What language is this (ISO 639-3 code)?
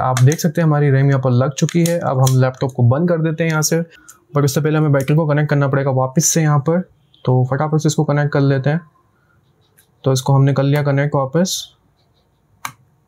hin